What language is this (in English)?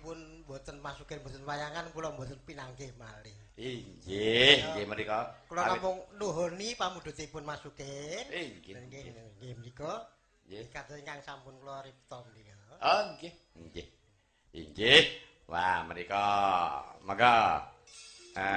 Javanese